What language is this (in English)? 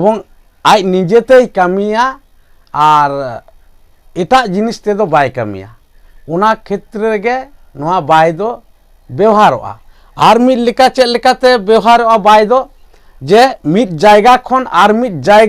Santali